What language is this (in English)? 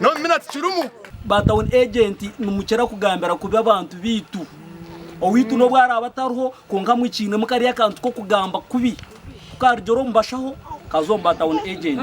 Nyankole